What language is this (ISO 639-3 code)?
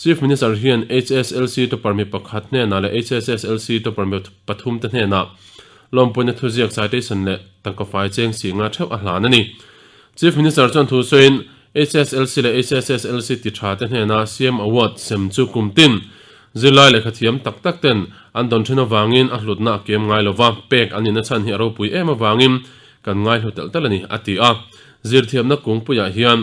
lus